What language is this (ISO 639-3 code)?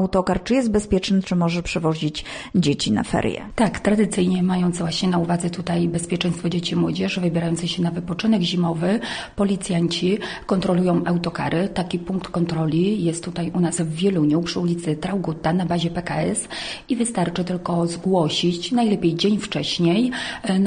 pol